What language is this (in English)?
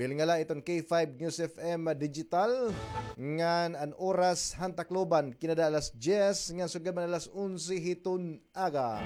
Waray